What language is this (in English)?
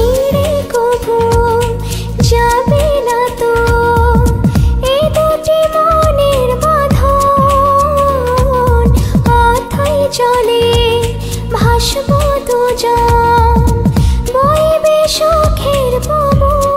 Bangla